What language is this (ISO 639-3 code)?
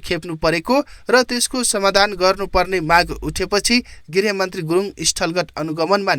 nep